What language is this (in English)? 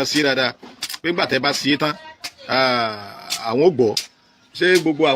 Yoruba